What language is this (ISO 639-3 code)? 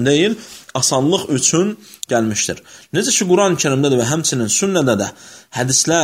aze